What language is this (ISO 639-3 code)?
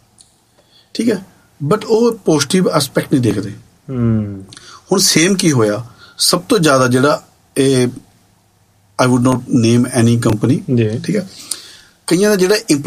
pan